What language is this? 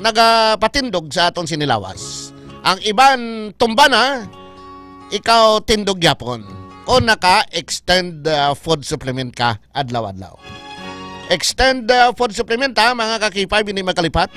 Hiligaynon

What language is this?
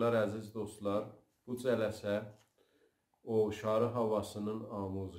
South Azerbaijani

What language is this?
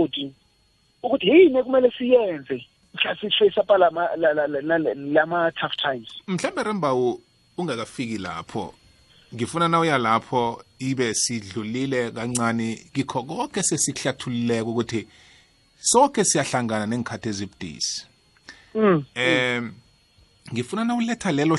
South Ndebele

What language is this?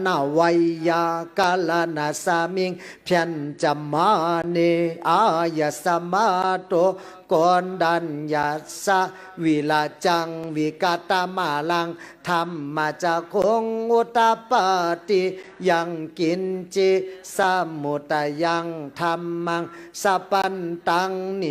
Pali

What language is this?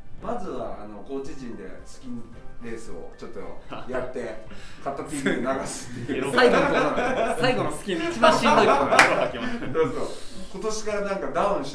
Japanese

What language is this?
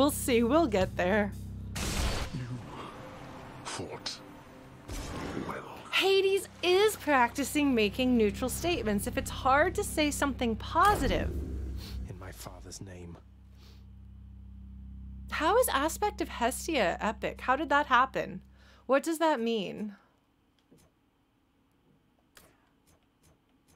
English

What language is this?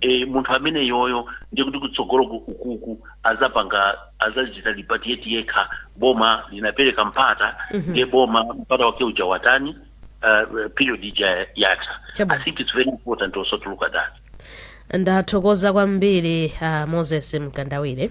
Nyanja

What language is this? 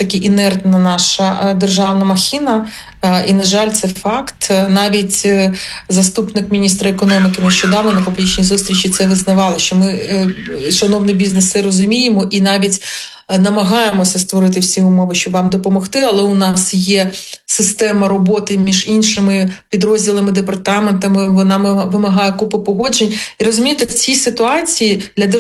Ukrainian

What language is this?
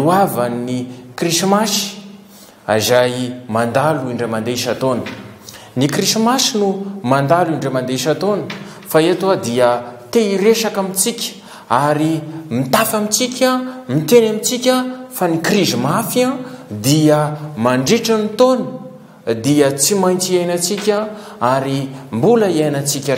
Malagasy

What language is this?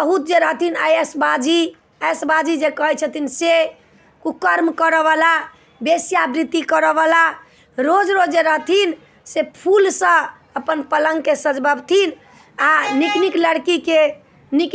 Maithili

